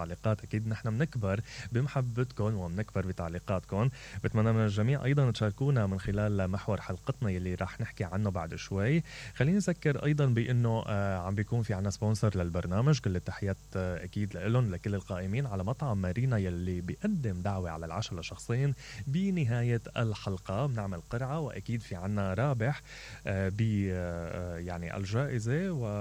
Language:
Mesopotamian Arabic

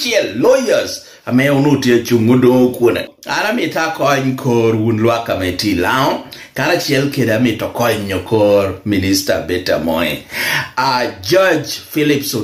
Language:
Lango (Uganda)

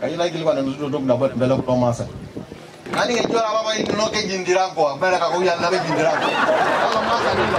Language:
Masai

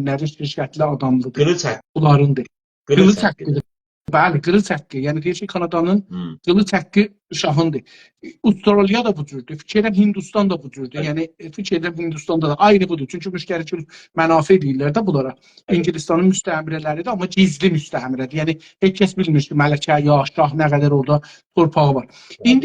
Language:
South Azerbaijani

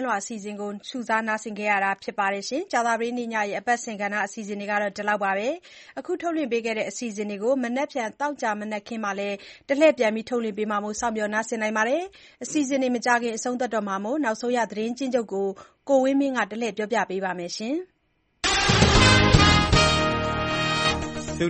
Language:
Burmese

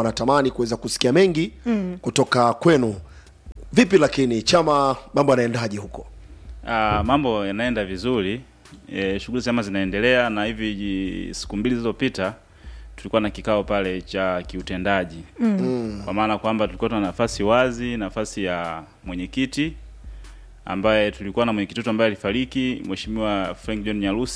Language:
Swahili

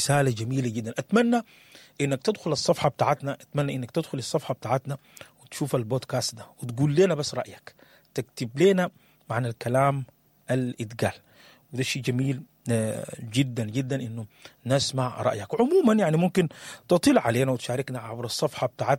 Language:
Sudanese Arabic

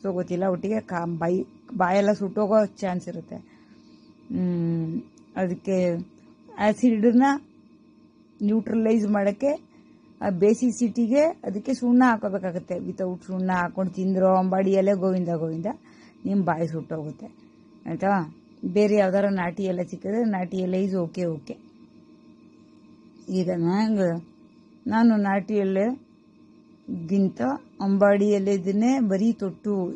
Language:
Kannada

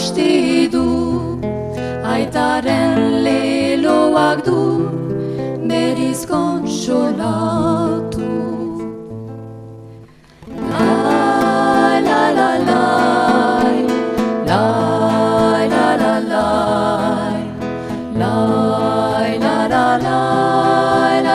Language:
Basque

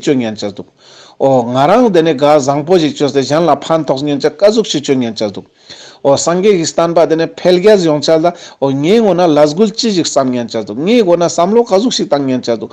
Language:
Ladakhi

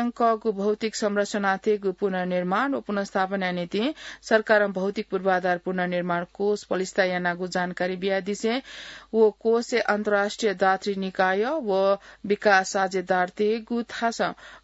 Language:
Newari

